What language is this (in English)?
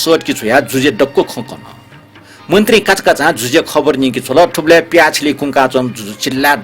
Newari